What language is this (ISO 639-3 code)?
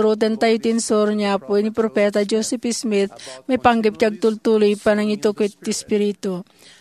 ilo